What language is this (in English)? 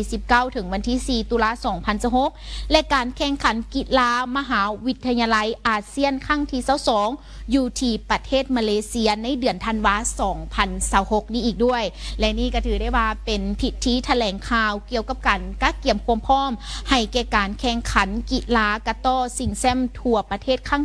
Lao